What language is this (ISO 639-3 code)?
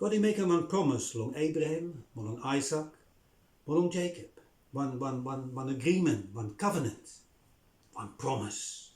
bis